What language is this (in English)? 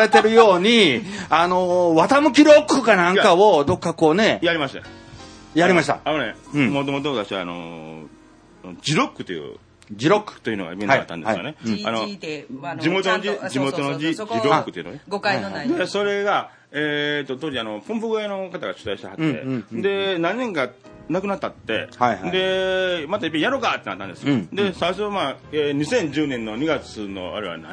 Japanese